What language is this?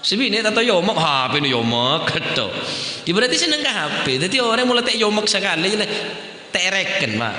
Madurese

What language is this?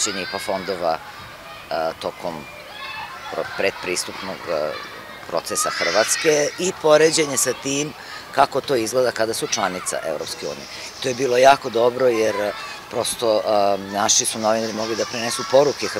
Serbian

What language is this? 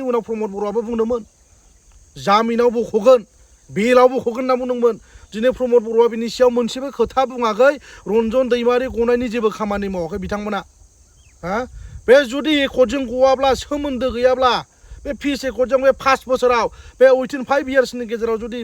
Bodo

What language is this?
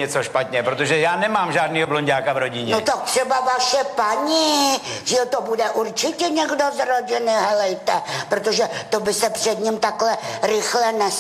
Czech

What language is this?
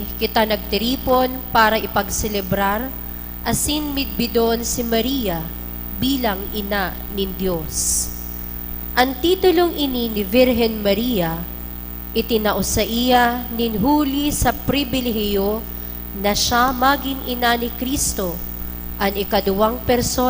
Bikol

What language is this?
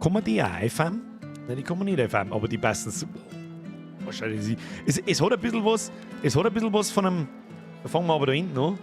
Bavarian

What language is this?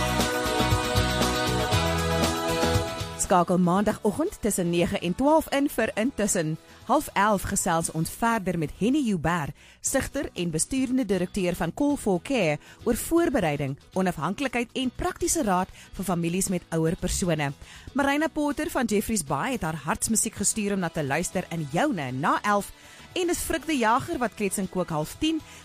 Afrikaans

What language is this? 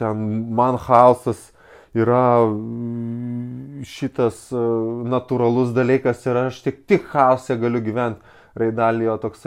Lithuanian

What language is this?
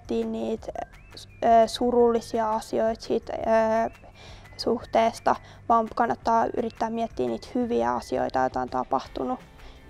Finnish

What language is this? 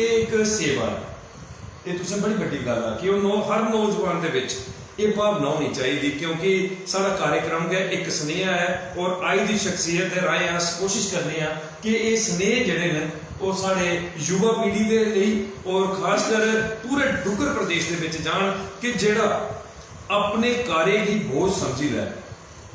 Dogri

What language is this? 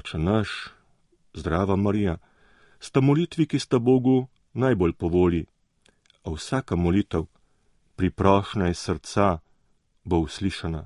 Slovenian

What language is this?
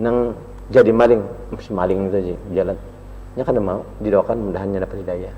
Banjar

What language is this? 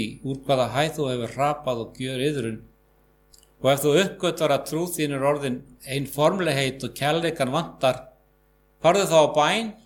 Icelandic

